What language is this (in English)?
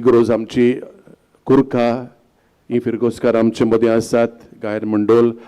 Konkani